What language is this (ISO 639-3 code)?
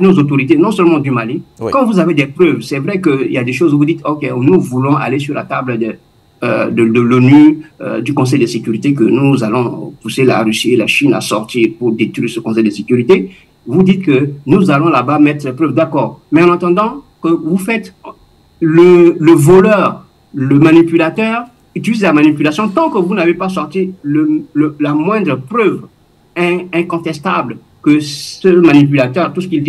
fra